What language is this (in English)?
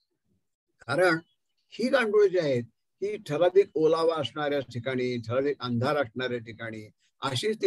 Marathi